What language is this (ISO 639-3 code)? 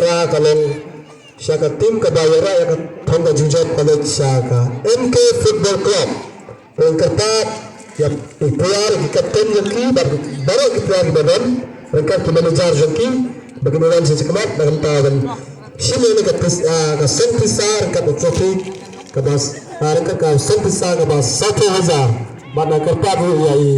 kha